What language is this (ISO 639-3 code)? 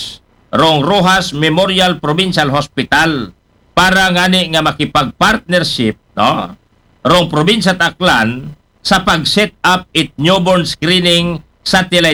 akl